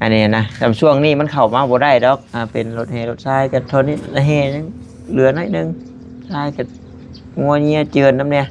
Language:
Northeastern Thai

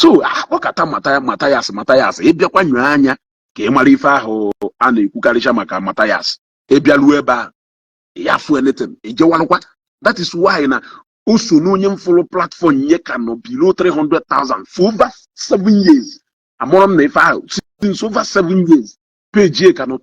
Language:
Igbo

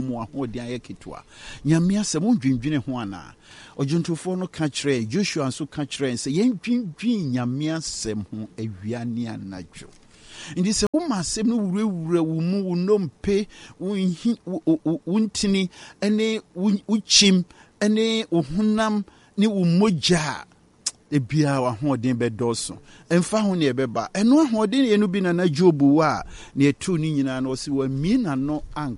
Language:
Akan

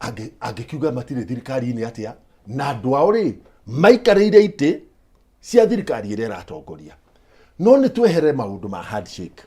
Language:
Kikuyu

